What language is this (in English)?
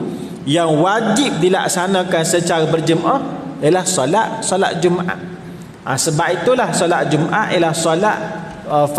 Malay